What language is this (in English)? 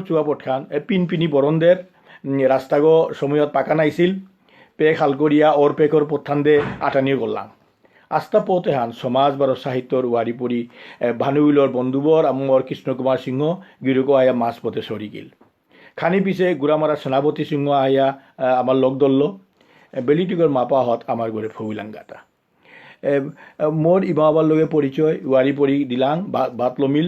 Bishnupriya